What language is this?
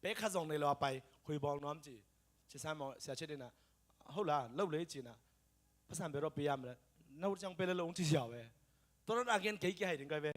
Tedim Chin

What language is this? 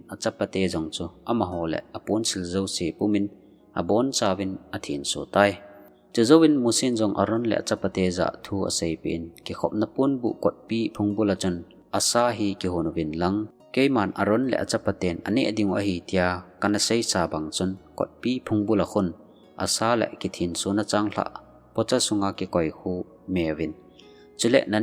Thado Chin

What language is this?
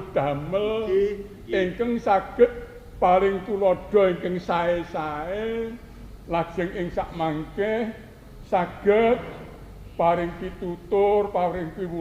Javanese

